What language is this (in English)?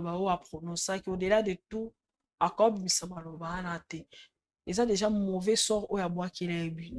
Lingala